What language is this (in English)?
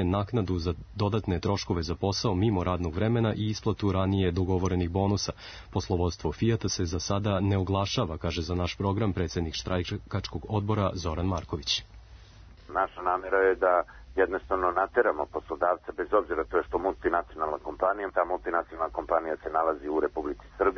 Serbian